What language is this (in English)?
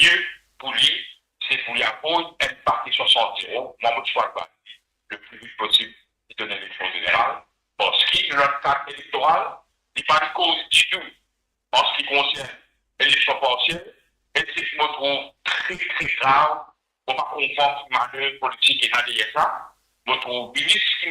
Morisyen